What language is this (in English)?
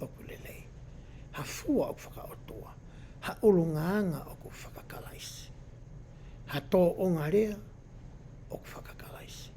Tongan